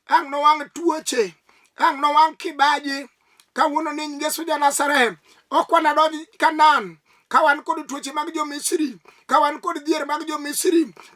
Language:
Luo (Kenya and Tanzania)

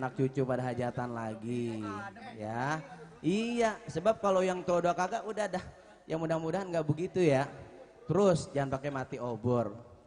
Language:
Betawi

